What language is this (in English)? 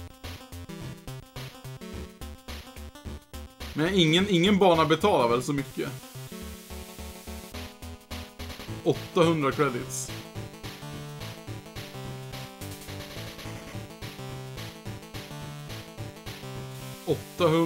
Swedish